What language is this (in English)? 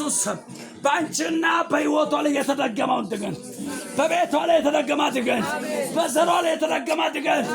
Amharic